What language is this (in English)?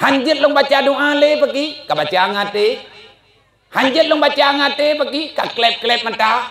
Achinese